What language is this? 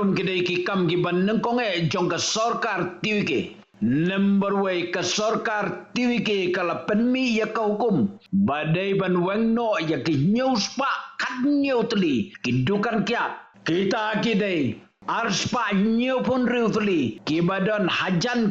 Khasi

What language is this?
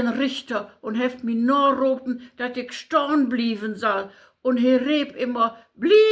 Low German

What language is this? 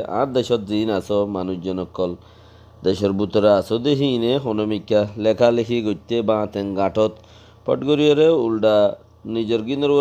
Rohingya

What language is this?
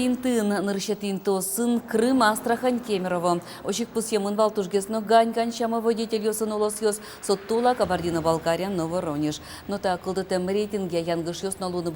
Udmurt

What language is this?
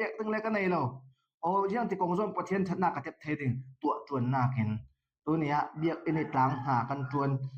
Falam Chin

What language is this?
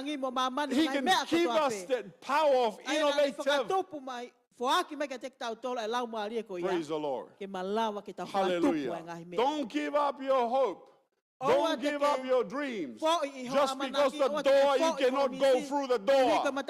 Tongan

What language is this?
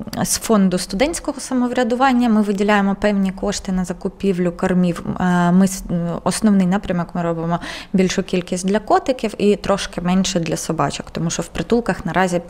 Ukrainian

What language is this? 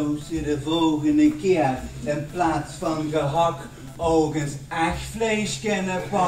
Limburgish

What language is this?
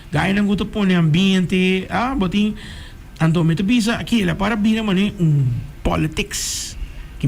Papiamento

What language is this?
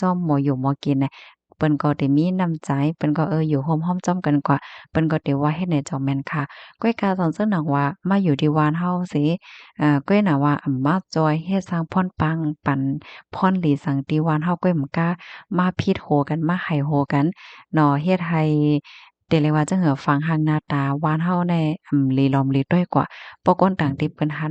Shan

